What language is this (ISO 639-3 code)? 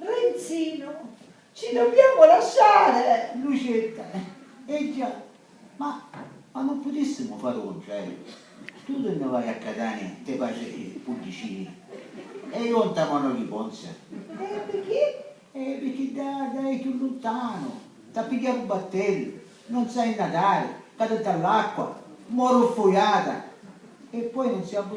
scn